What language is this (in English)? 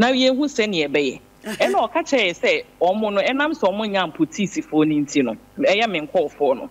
Akan